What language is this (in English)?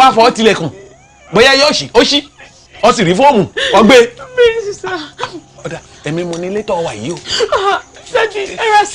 Yoruba